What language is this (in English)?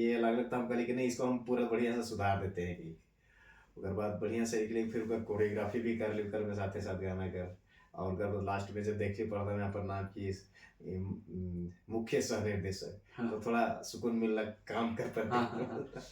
Sadri